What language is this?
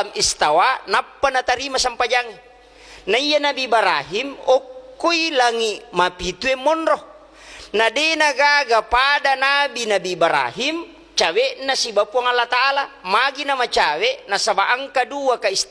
Buginese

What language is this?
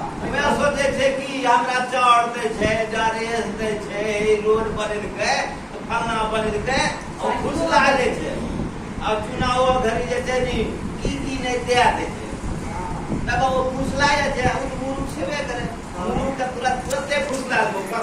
Angika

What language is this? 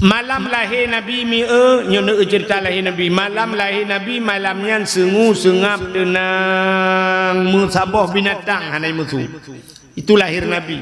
Achinese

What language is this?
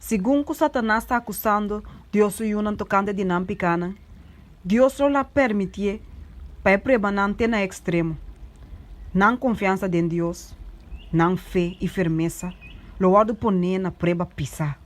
Papiamento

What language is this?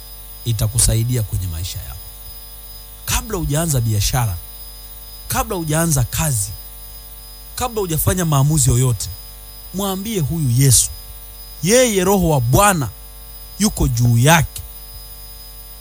Swahili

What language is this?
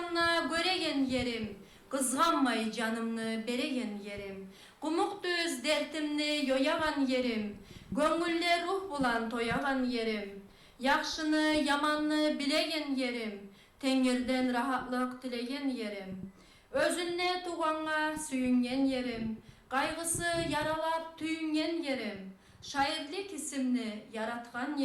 Kumyk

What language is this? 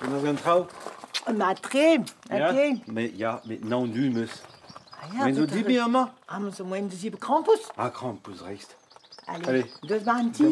Breton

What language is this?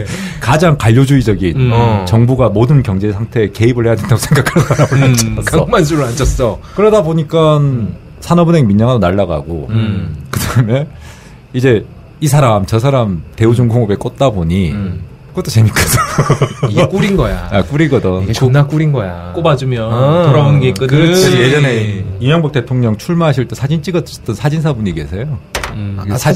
Korean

